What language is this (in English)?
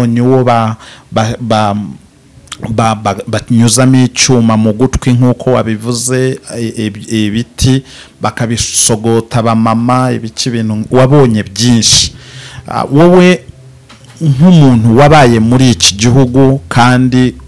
Kinyarwanda